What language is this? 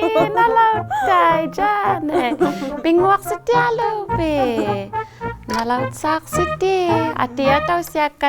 Inuktitut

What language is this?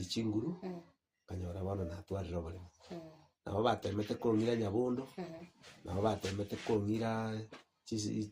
Gusii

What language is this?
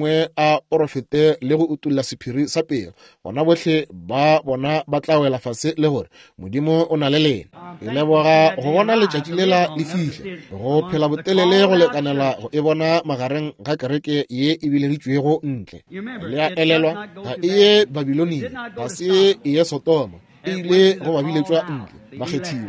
Northern Sotho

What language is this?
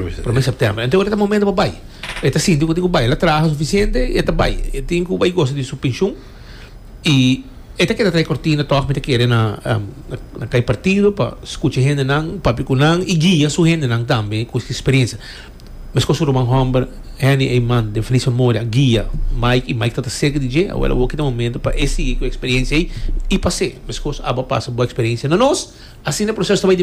Papiamento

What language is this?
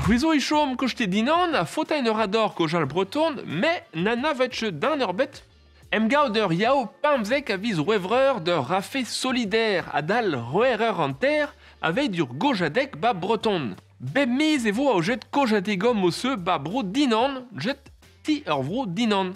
Breton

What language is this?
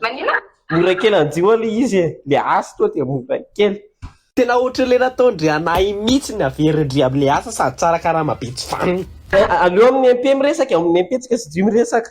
Malagasy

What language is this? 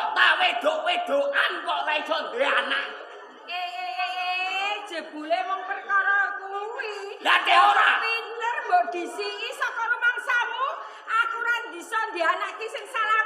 Javanese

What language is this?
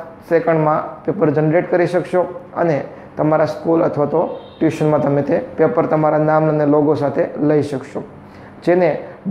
Gujarati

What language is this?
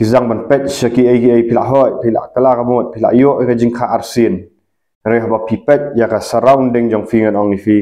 Khasi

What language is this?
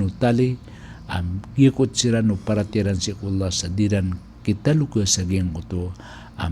Maranao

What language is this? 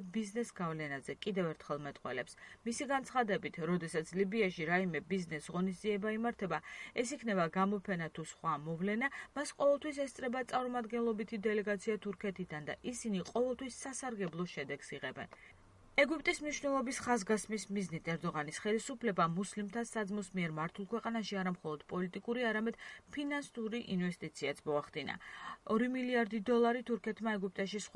Georgian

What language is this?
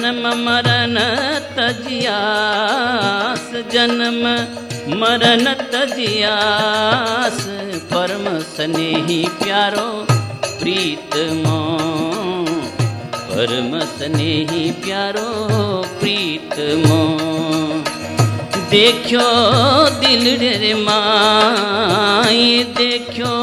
Hindi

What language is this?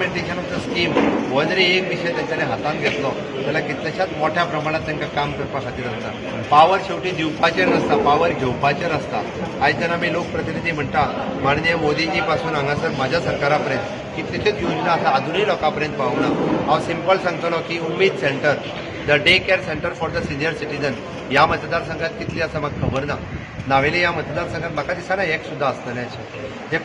Konkani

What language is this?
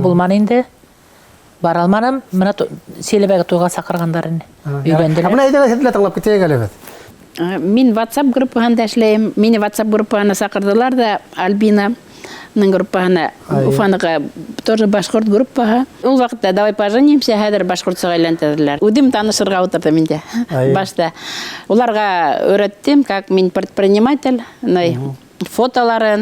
Bashkir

